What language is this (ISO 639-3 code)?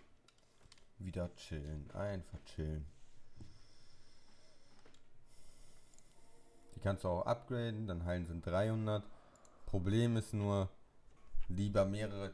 deu